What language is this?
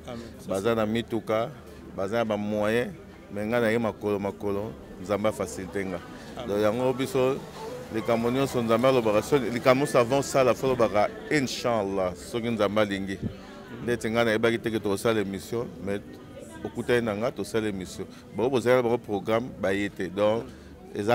Lingala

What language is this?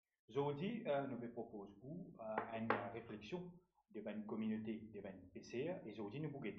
Morisyen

